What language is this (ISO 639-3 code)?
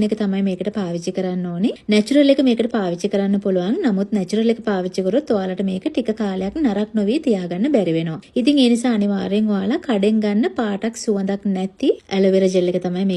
sin